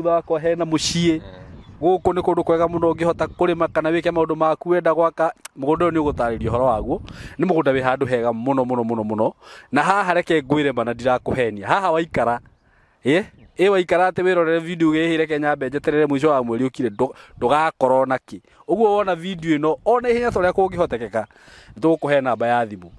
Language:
Kikuyu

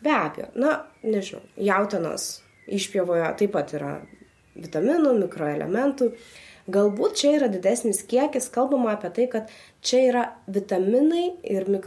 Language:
Lithuanian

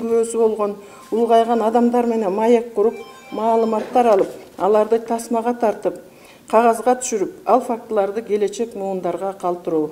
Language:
Kyrgyz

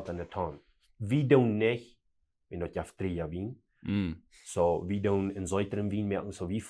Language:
Plautdietsch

